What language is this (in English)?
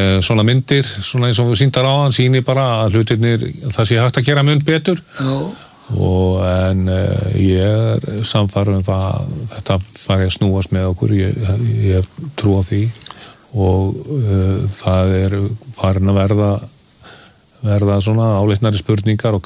Icelandic